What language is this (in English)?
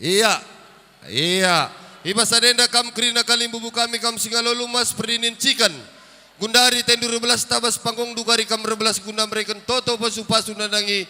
Batak Karo